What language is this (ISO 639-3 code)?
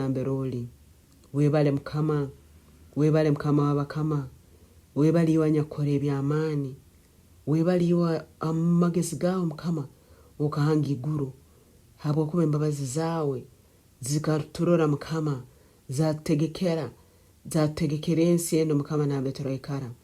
nyn